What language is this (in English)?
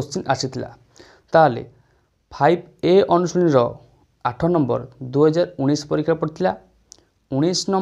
Odia